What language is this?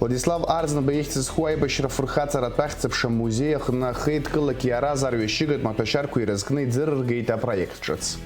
Abkhazian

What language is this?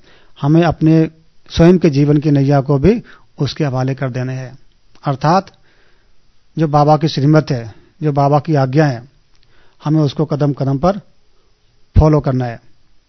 Hindi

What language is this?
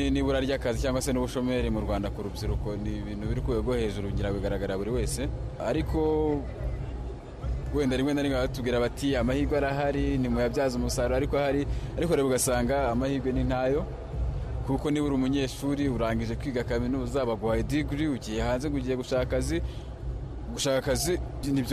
Kinyarwanda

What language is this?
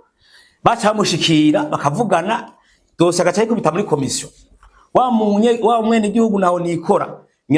Rundi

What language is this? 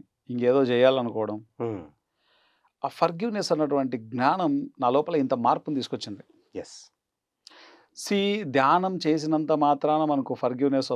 Telugu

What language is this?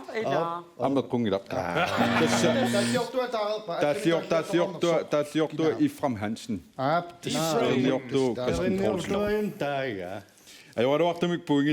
Kalaallisut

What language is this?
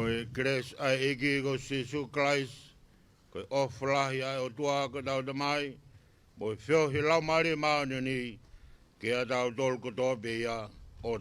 Tongan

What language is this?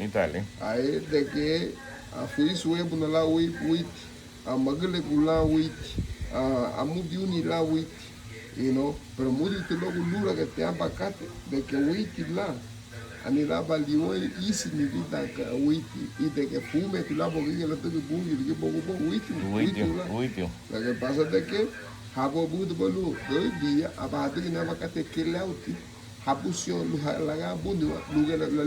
Garifuna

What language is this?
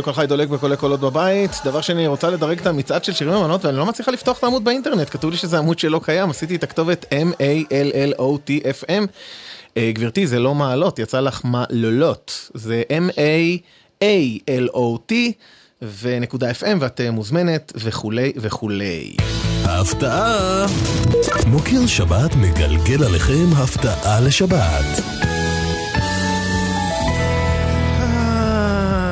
Hebrew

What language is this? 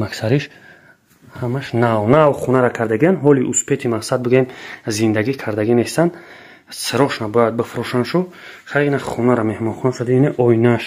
Tajik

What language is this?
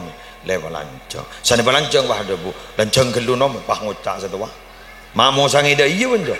Madurese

